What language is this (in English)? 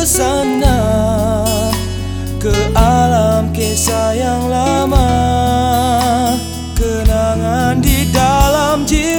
Malay